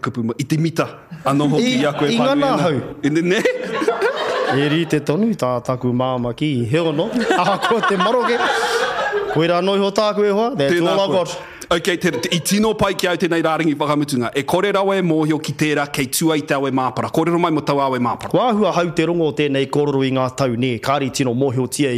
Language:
Māori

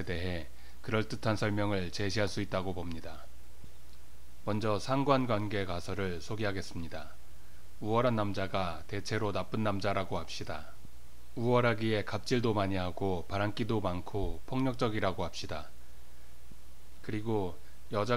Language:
Korean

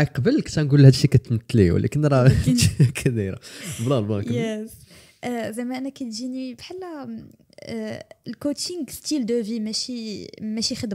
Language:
Moroccan Arabic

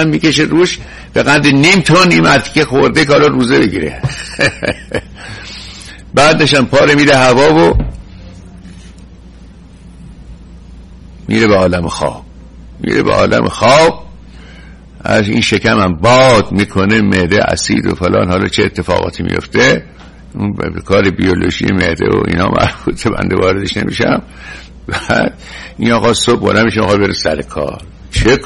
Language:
Persian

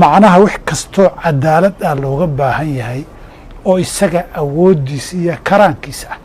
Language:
Somali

